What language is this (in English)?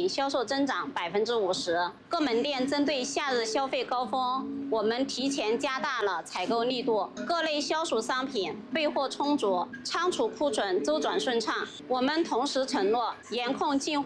Chinese